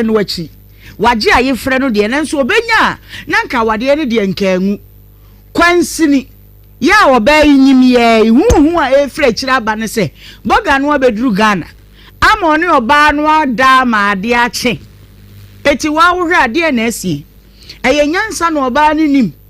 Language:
Akan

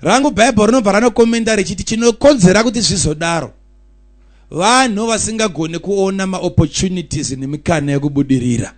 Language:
Shona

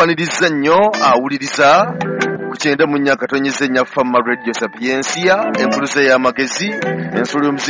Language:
Ganda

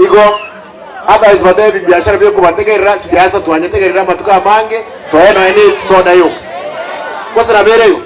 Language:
Gusii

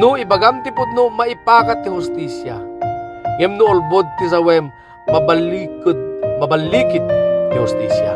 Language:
Iloko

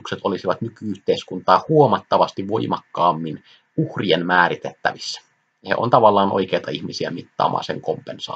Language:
Finnish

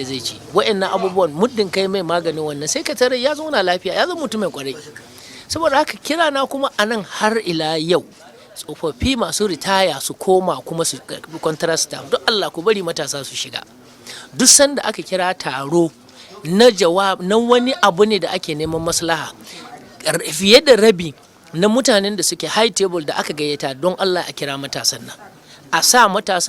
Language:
Hausa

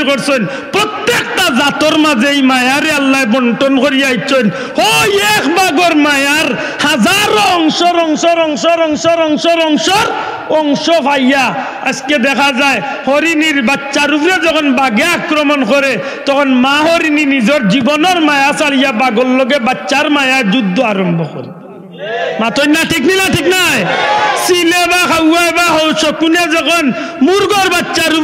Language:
Sylheti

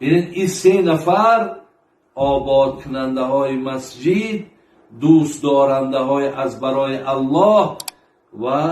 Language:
Tajik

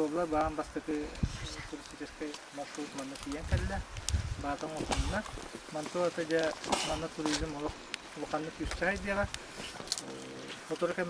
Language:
Yakut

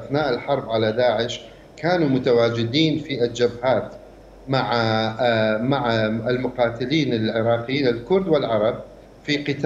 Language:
Mesopotamian Arabic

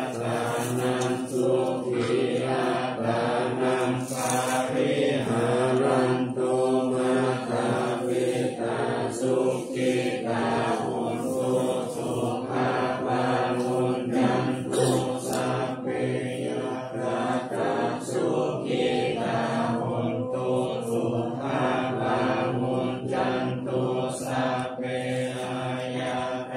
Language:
Pali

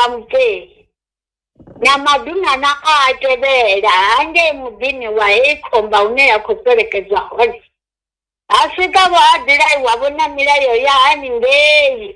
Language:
Venda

